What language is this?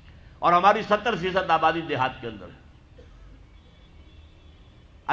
Urdu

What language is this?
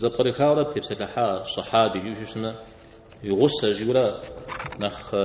Kabardian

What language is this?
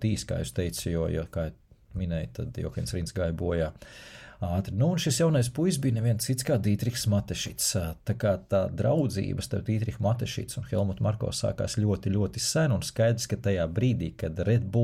Latvian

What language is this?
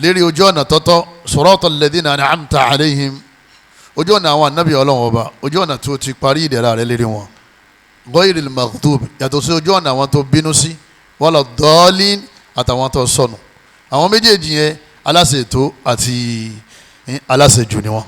Yoruba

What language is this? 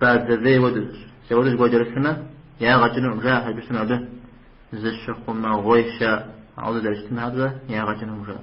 Kabardian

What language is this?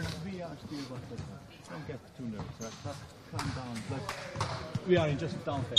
Faroese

